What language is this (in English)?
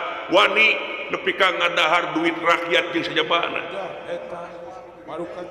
Sundanese